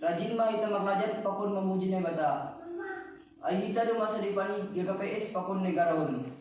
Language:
Batak Simalungun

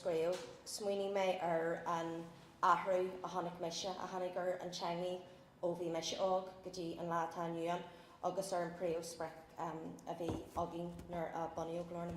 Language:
Irish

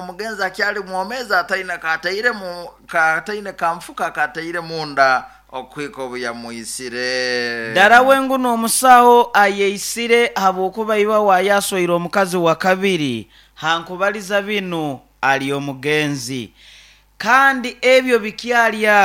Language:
Nyoro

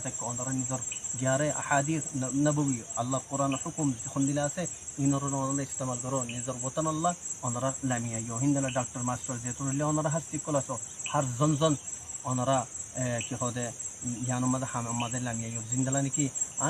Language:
Rohingya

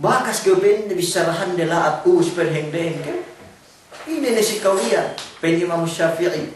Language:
Yakan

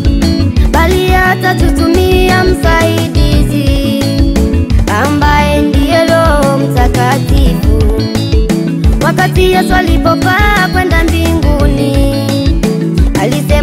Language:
Swahili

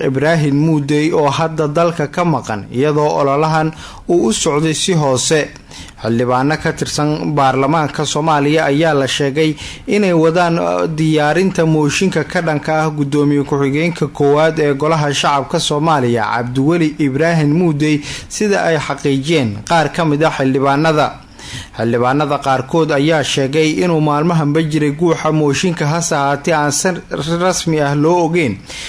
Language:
Somali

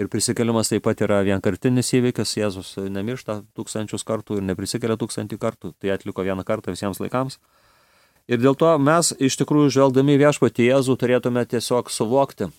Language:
Lithuanian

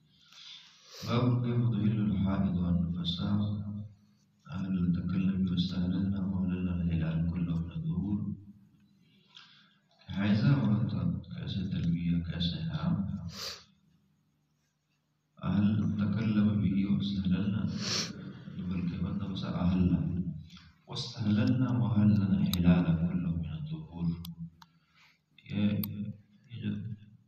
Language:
Urdu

